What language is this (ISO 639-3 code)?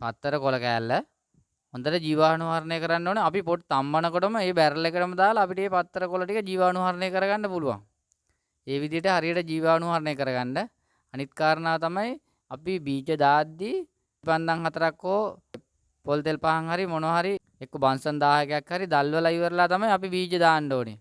sin